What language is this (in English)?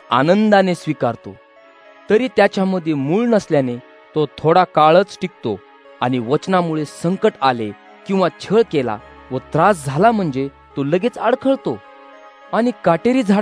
Marathi